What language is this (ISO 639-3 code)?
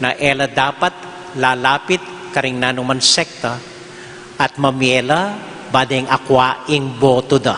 pam